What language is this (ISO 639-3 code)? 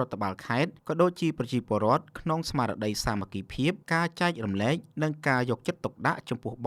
khm